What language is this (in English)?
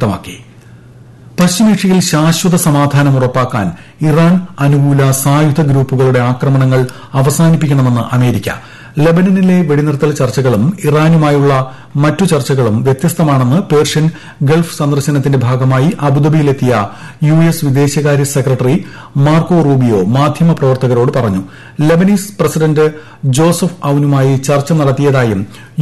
Malayalam